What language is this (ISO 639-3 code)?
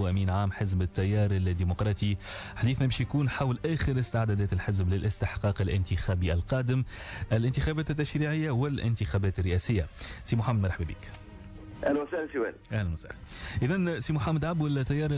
aeb